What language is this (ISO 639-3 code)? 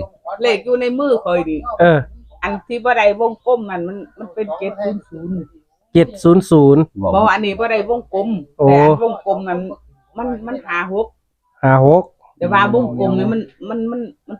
tts